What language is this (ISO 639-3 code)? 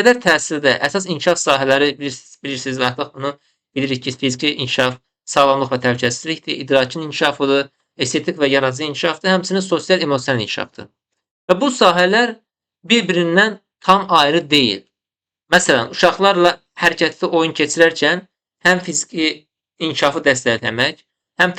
aze